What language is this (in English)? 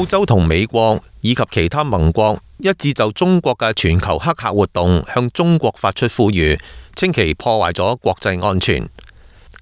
Cantonese